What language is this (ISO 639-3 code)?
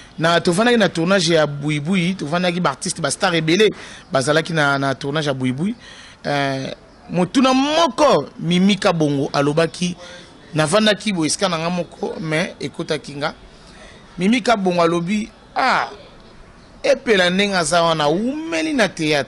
lin